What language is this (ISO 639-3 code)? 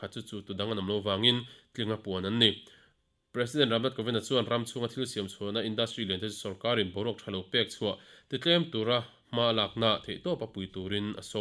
lus